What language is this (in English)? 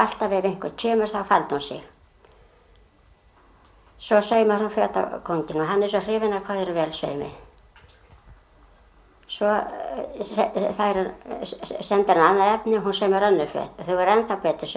Icelandic